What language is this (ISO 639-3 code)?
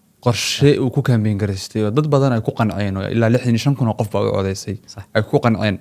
som